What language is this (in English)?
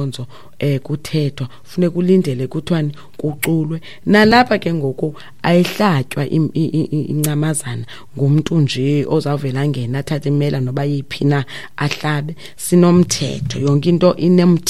Xhosa